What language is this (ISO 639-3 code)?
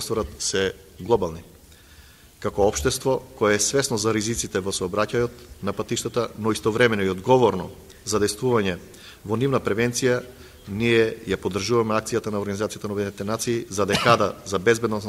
mkd